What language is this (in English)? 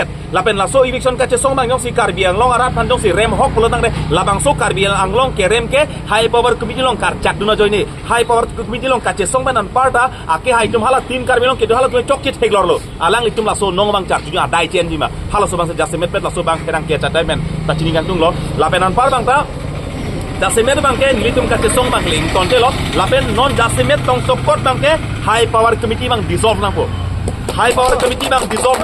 Karbi